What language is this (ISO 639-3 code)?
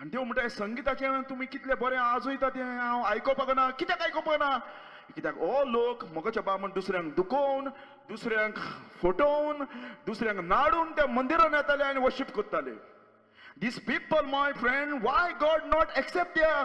kok